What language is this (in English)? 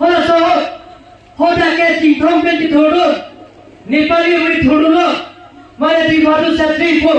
Karbi